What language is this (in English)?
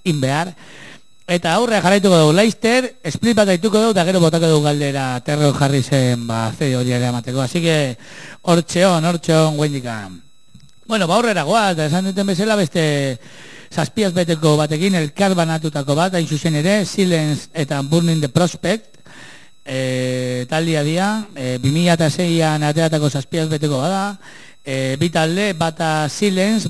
Basque